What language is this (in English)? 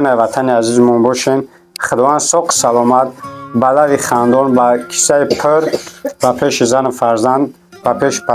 Tajik